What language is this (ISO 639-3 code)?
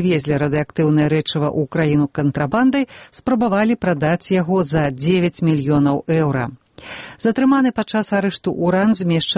bel